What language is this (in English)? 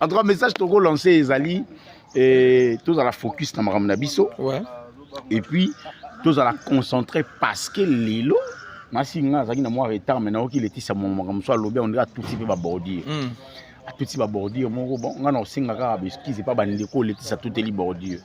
Lingala